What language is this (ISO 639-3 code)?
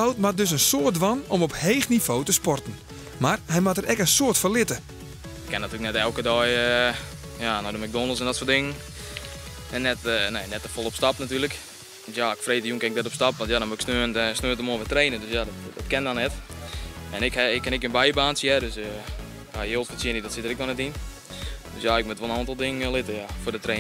fry